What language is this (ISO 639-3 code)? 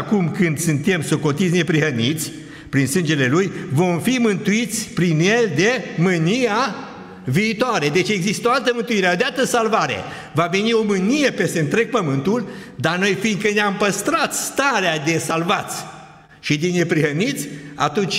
ron